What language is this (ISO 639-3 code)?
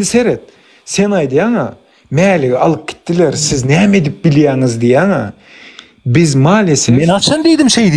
tuk